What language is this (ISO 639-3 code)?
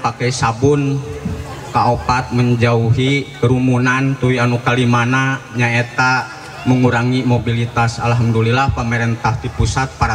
sun